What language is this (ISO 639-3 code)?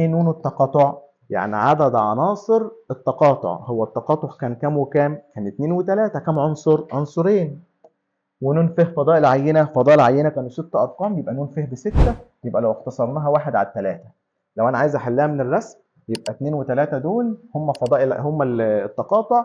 arz